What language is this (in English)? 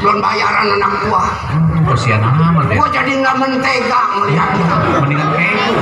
Betawi